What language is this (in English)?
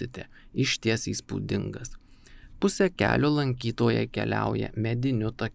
Lithuanian